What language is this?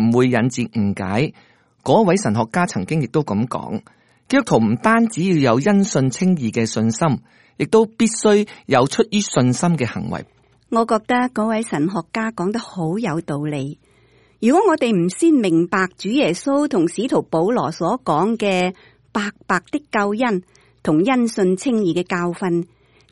Cantonese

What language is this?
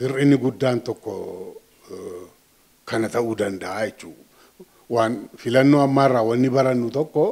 Oromo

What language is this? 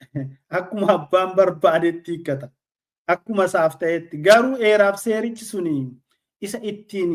Oromo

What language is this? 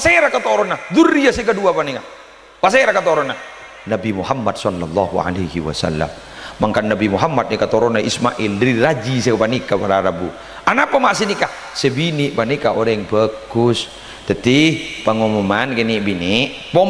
Madurese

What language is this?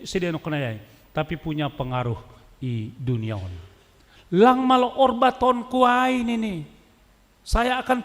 Batak Simalungun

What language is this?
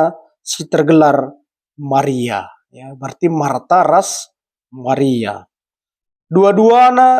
Batak Karo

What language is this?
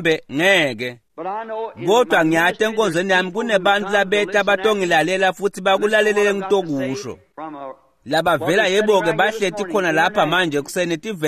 Swati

